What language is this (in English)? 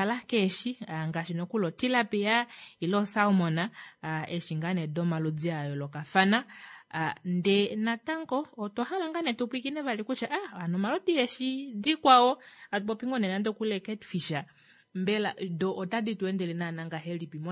Kuanyama